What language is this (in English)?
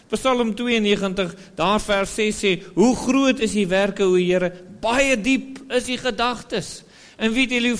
Afrikaans